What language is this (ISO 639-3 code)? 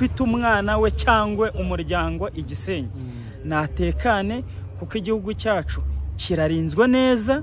kin